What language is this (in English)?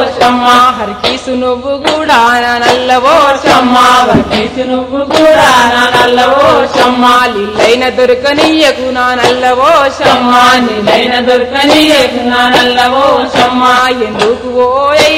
Telugu